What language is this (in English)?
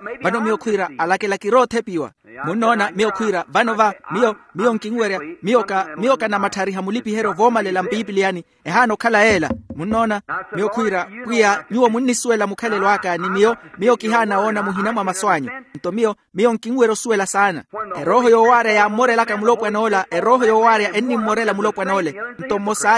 Makhuwa